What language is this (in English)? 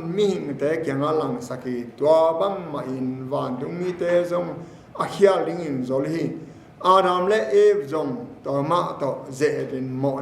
Tedim Chin